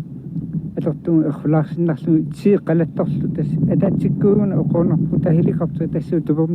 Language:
Kalaallisut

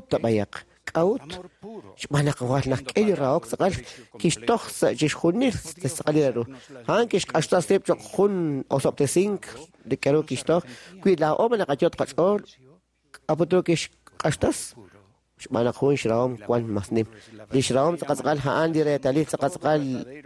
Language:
Kekchí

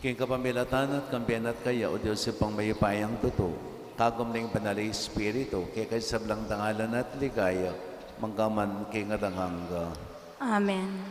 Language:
Pampanga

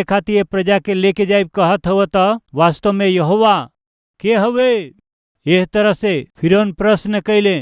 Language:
Bhojpuri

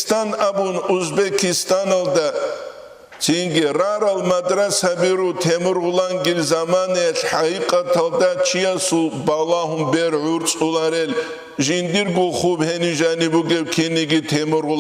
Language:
Avaric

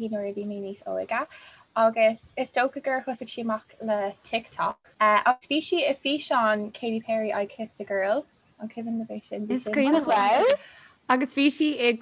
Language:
Irish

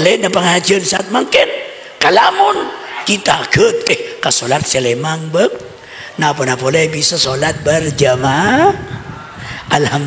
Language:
Madurese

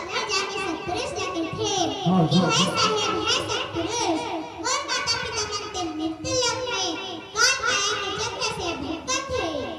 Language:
Chhattisgarhi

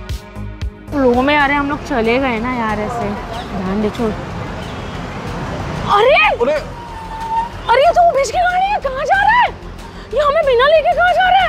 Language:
Hindi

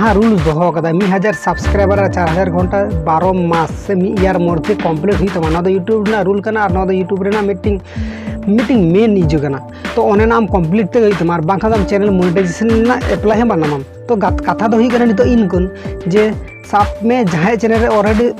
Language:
Santali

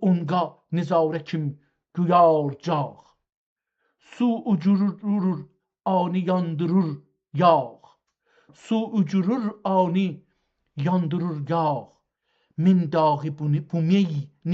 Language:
South Azerbaijani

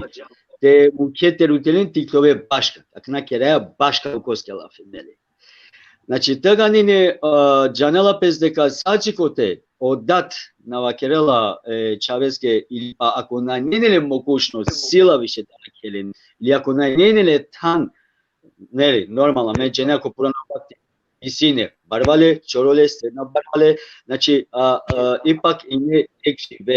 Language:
Balkan Romani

